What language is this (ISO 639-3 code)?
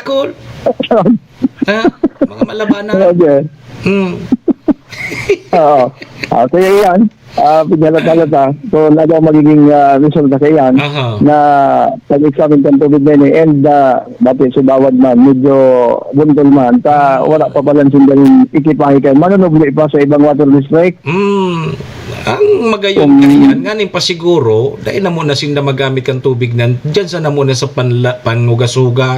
bik